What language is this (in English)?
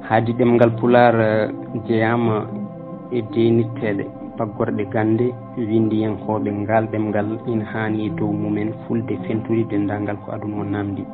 Fula